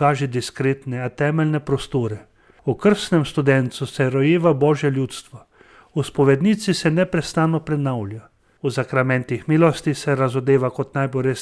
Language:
Slovenian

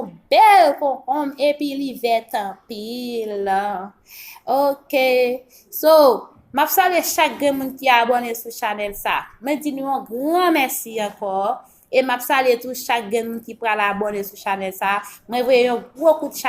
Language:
Haitian Creole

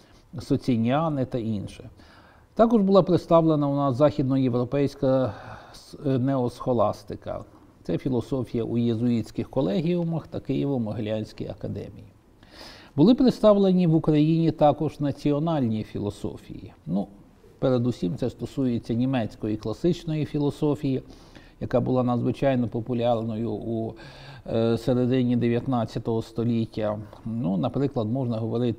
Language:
Ukrainian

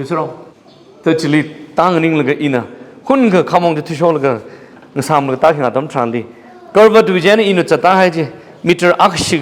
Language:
Tangkhul Naga (India)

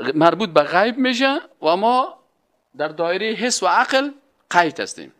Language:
Persian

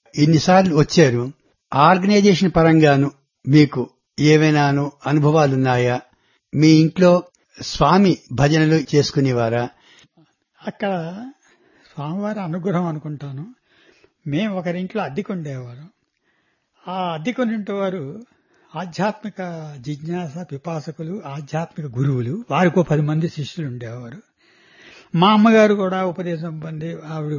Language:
Telugu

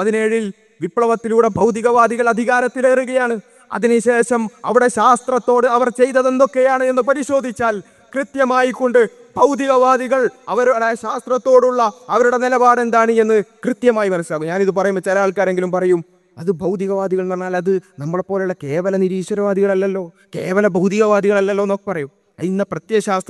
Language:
Malayalam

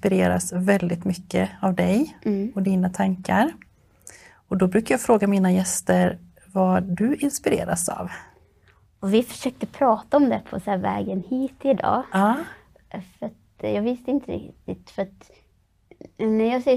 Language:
Swedish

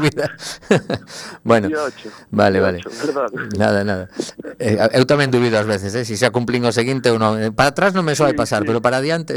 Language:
Galician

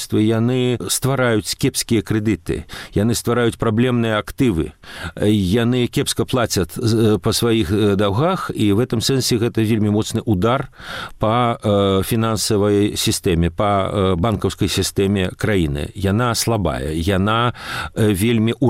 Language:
Belarusian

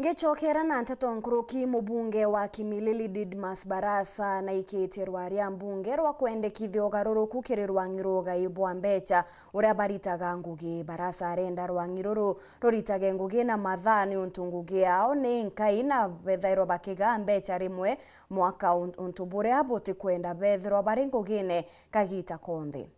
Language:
Meru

